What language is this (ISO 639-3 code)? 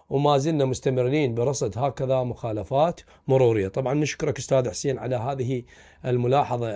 acm